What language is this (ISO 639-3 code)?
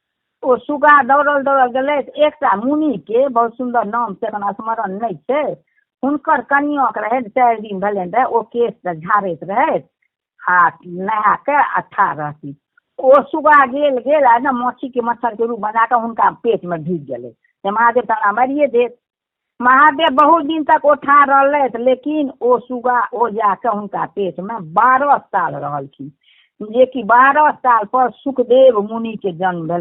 mai